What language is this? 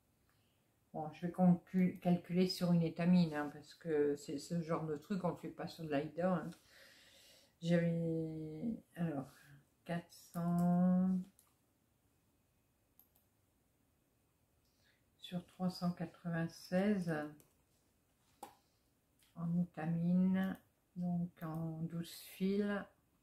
French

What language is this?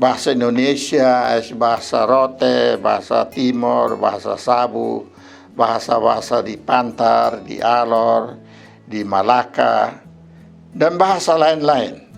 Kupang Malay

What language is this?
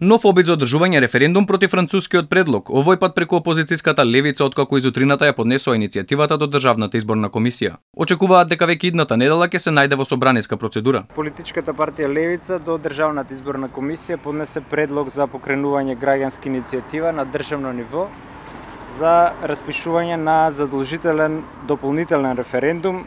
Macedonian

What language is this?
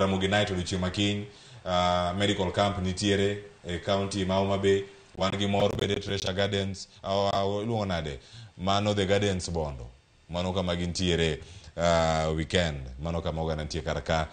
Luo (Kenya and Tanzania)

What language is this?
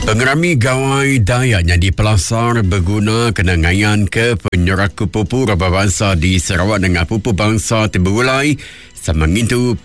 Iban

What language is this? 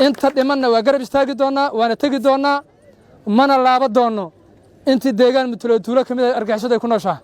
Somali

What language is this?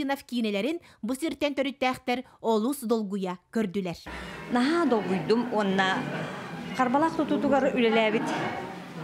Yakut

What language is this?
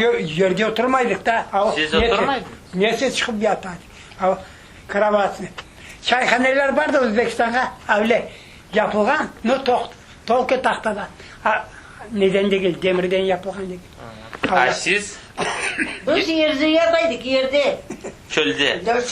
Crimean Tatar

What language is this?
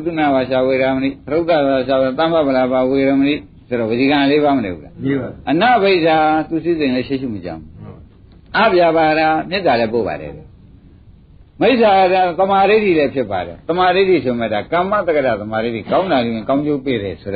Burmese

